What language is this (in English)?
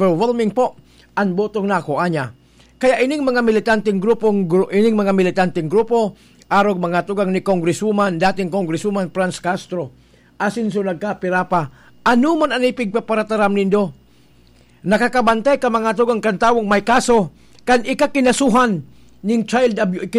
Bikol